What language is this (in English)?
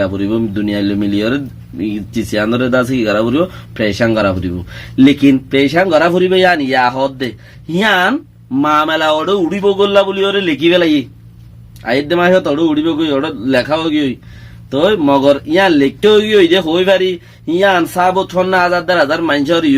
Rohingya